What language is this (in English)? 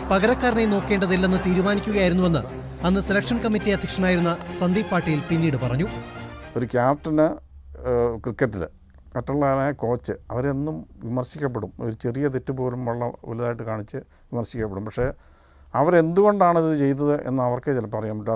Malayalam